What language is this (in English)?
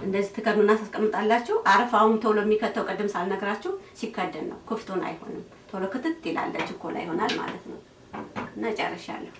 Amharic